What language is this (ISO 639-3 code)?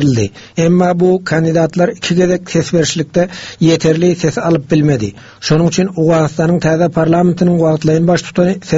tuk